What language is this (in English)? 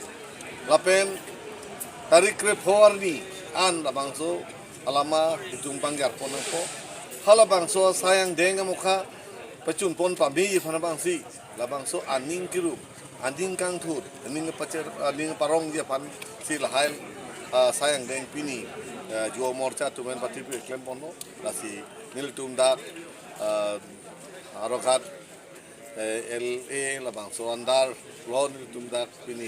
Karbi